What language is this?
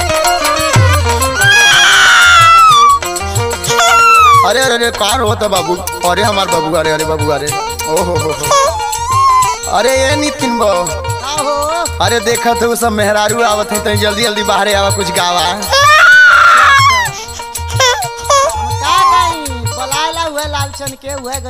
Bhojpuri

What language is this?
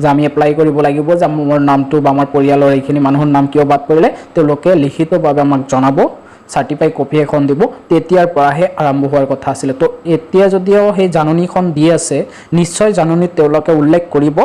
Assamese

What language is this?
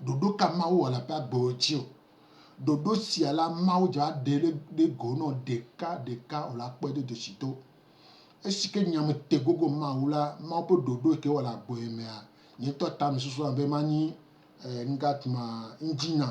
Gen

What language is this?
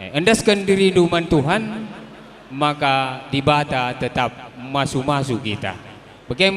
Batak Karo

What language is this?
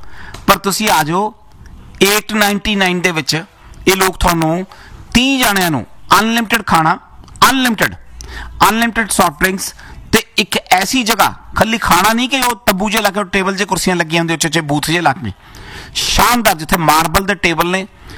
Punjabi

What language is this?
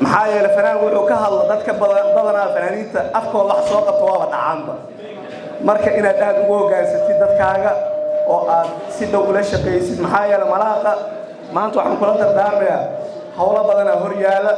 Somali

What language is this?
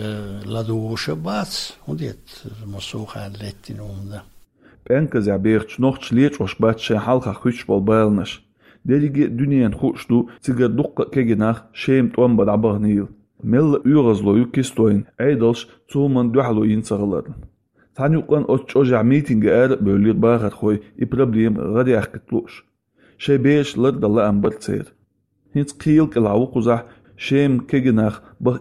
Chechen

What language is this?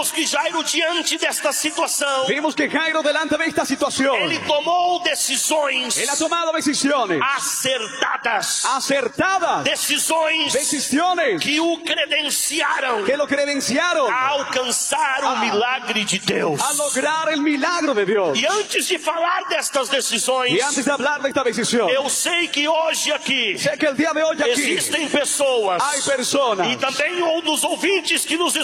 Portuguese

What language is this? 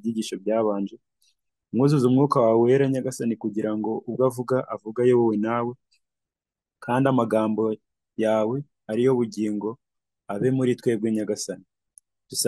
Kinyarwanda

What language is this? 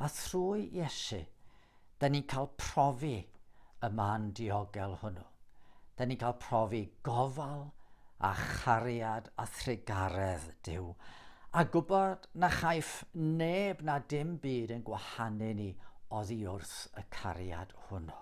Welsh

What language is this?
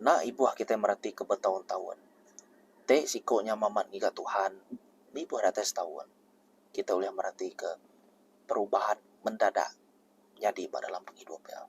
Iban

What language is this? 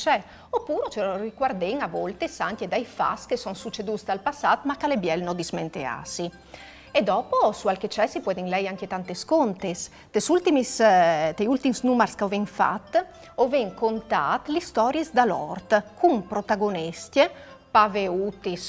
Friulian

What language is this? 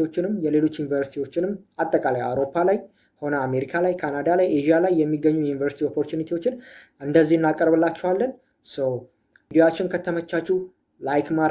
Amharic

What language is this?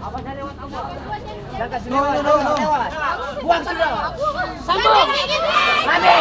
Ambonese Malay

